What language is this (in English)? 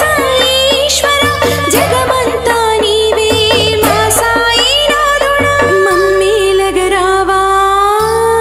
Telugu